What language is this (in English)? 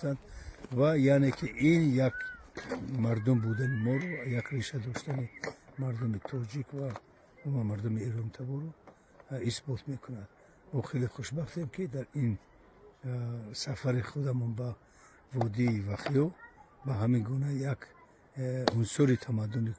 Tajik